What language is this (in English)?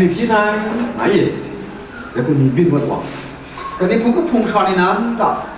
Kachin